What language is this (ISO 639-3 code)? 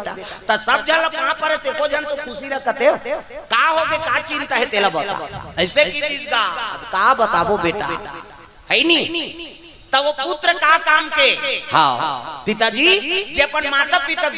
hne